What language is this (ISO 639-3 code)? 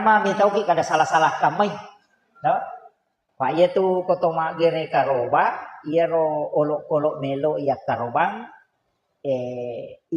bug